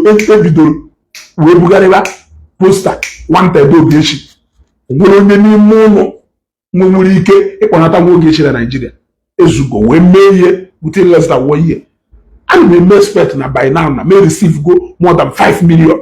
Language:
Igbo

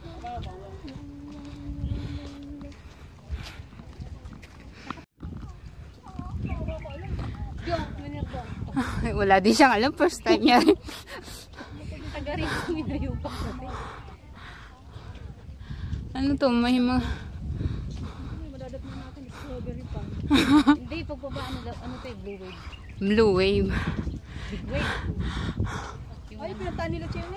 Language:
Filipino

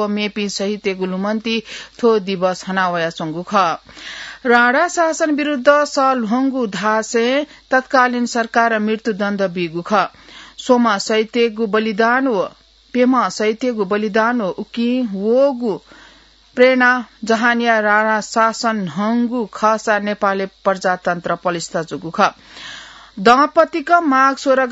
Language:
Newari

